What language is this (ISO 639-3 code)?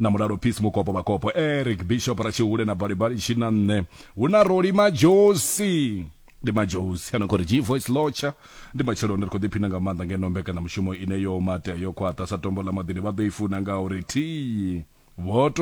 ven